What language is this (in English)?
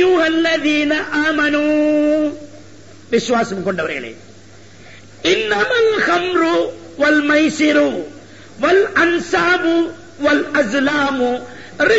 Tamil